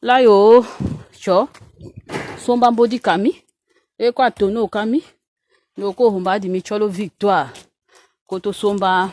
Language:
Tetela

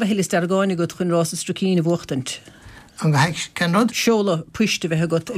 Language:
Irish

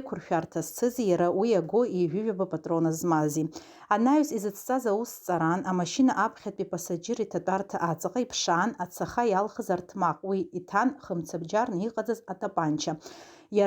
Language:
Abkhazian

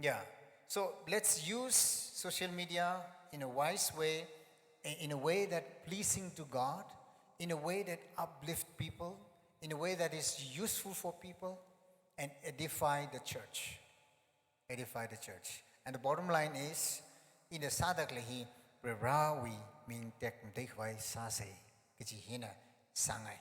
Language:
Tangkhul Naga (India)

